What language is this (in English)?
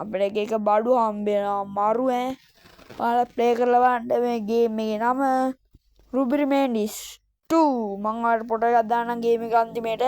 Sinhala